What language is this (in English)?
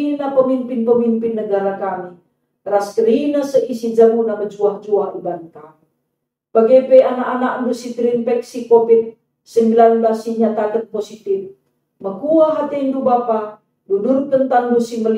Batak Karo